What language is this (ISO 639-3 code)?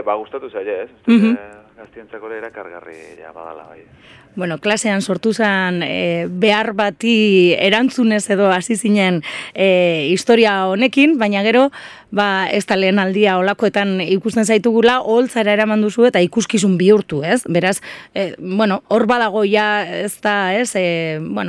eus